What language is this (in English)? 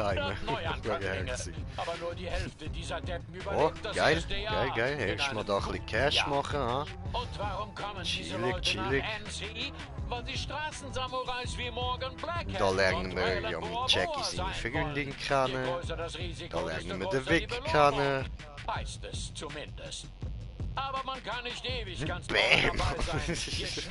Swiss German